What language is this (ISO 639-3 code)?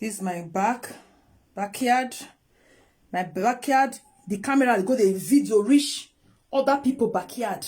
pcm